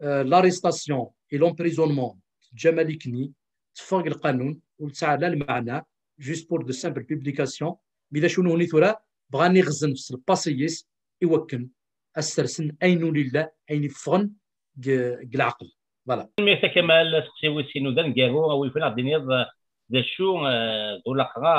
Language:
Kabyle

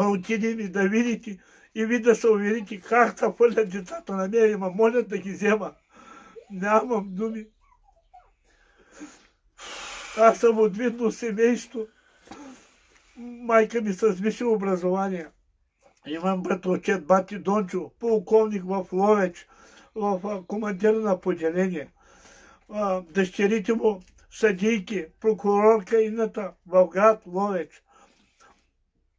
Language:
Bulgarian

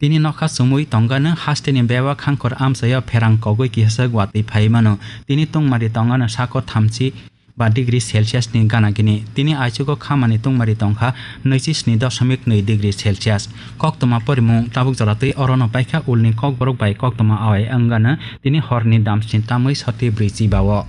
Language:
Kok Borok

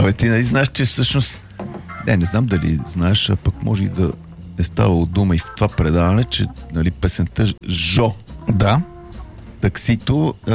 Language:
Bulgarian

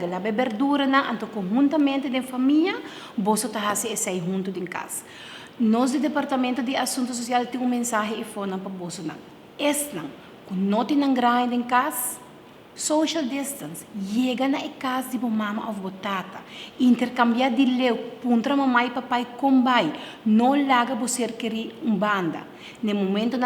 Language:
Papiamento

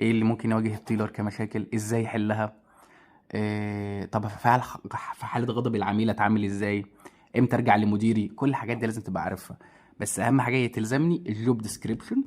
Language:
Egyptian Arabic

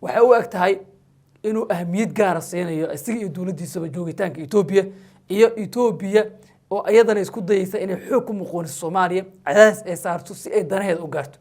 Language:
Somali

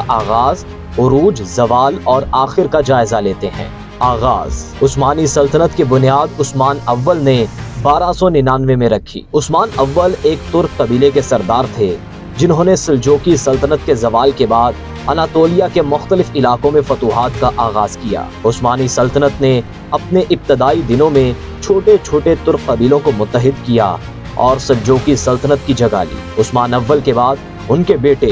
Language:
Urdu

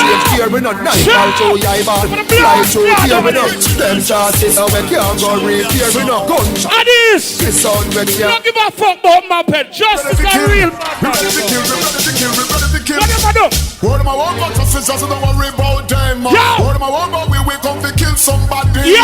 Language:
Jamaican Creole English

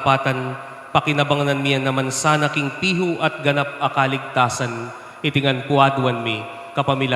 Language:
Pampanga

